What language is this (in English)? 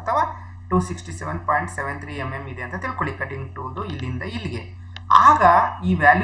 Kannada